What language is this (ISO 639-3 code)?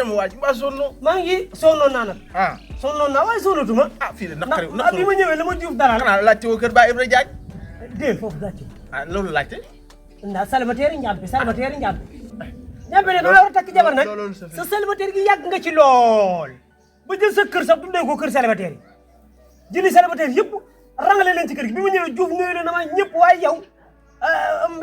wol